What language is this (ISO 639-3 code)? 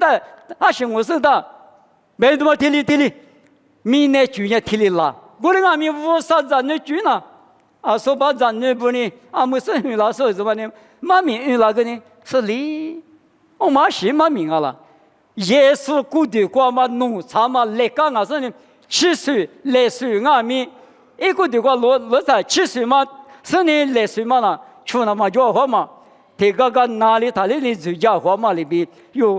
lis